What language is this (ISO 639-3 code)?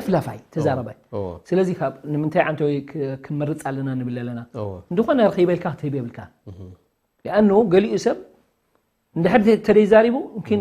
tir